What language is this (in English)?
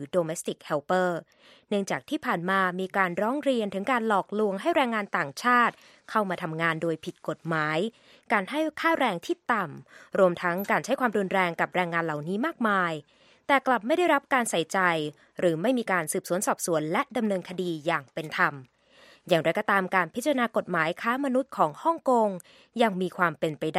Thai